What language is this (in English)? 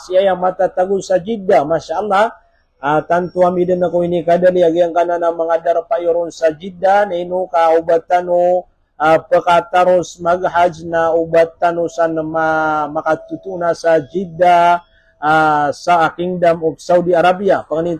Maranao